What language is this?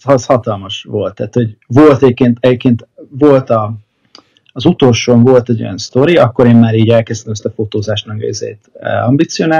Hungarian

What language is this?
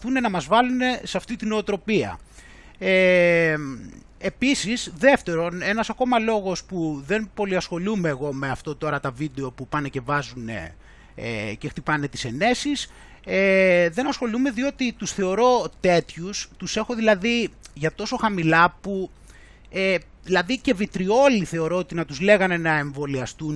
Greek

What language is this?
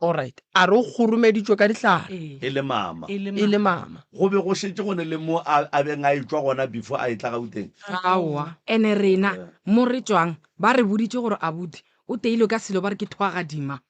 Northern Sotho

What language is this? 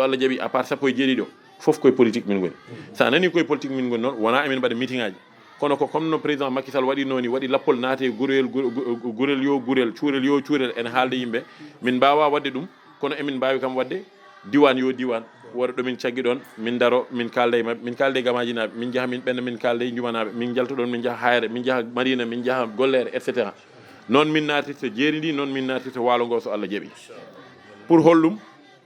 Fula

